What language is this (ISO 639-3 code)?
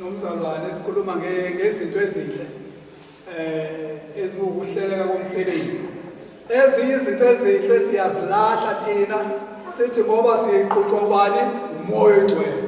zul